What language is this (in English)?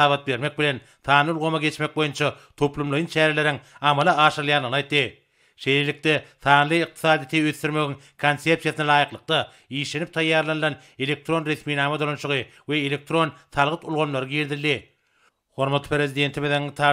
Turkmen